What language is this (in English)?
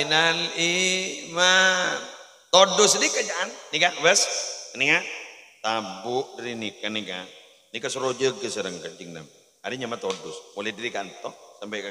Madurese